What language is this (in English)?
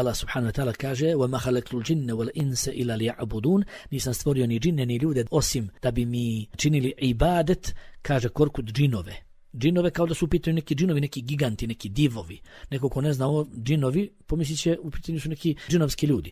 Bosnian